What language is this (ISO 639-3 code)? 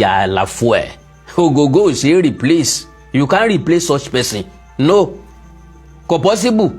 yor